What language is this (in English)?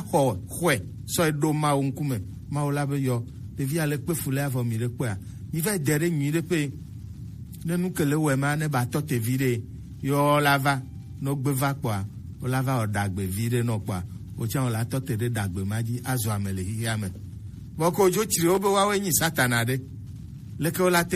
Gen